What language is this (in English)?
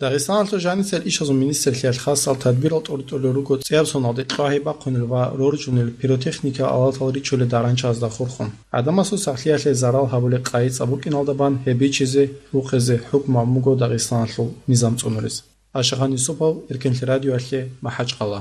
Avaric